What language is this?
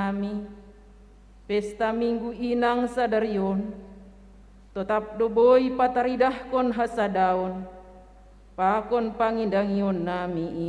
Batak Simalungun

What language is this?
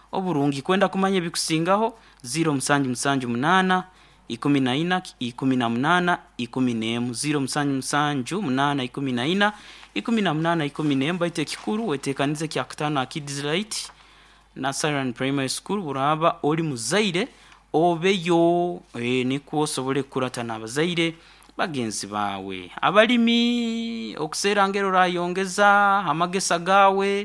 Nyoro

